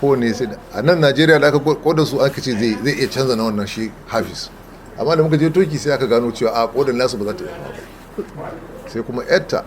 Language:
Hausa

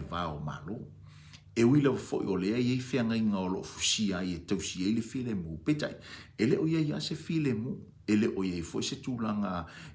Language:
Samoan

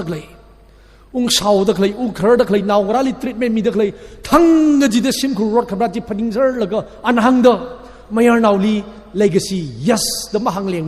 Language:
Tangkhul Naga (India)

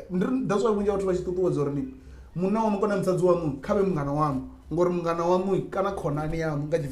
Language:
Venda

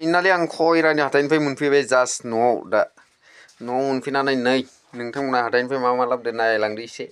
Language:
Bodo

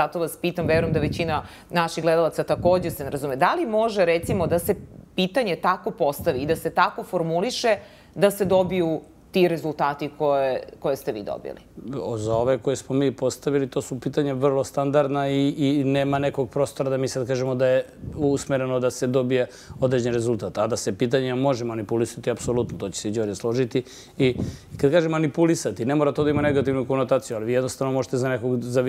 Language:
Serbian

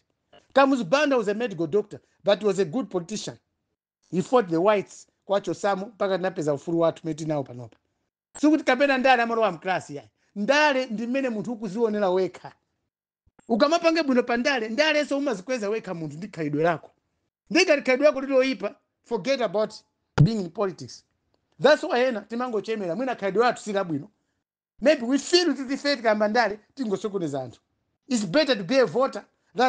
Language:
Nyanja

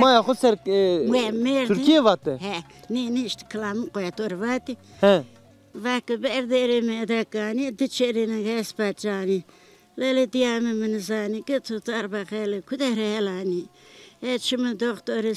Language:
Zaza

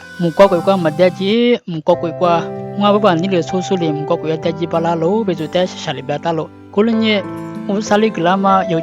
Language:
Lisu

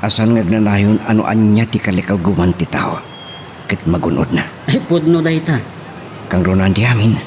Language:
Iloko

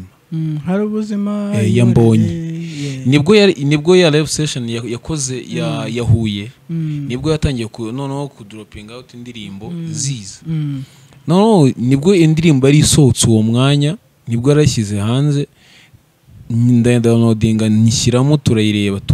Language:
Kinyarwanda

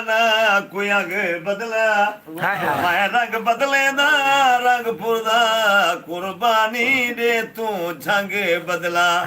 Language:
Saraiki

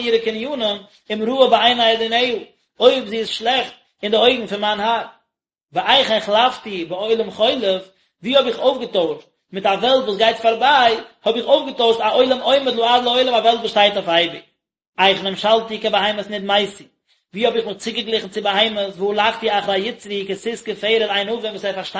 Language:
Yiddish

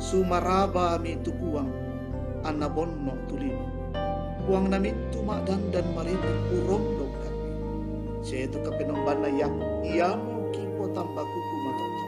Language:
Toraja-Sa'dan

